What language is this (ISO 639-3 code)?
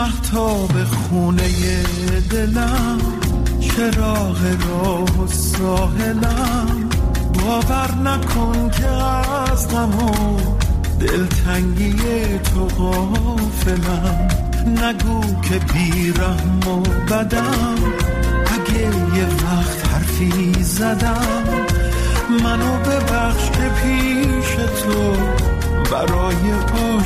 fas